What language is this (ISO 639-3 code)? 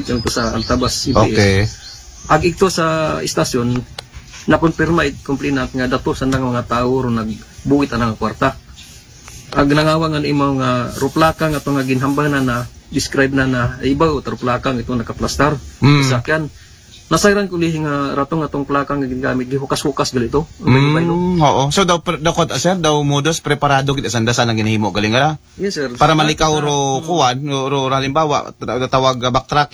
akl